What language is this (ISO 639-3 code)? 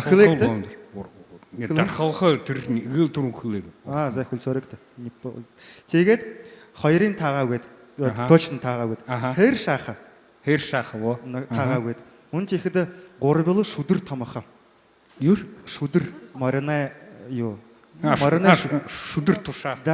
bua